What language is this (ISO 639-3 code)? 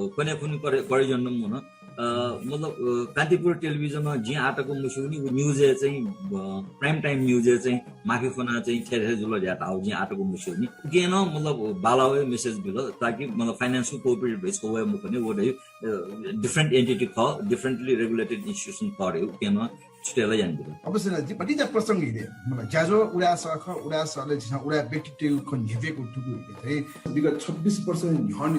new